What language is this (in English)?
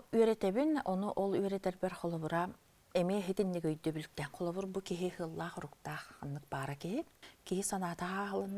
Yakut